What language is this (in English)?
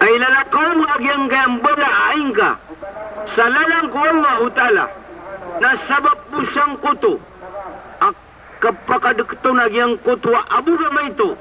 Maranao